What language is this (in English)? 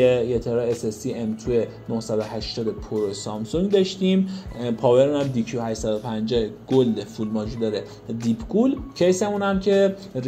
Persian